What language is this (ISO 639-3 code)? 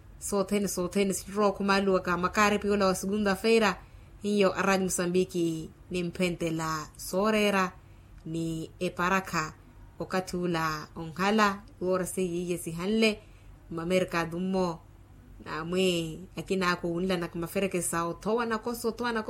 vmw